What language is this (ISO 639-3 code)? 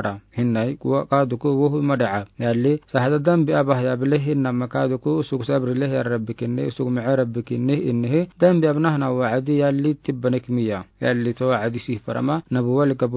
aar